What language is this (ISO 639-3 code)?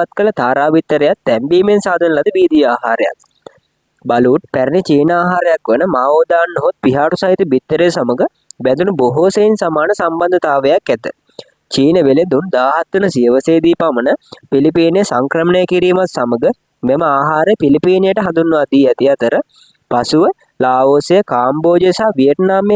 sin